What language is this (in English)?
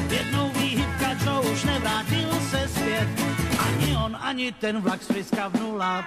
Czech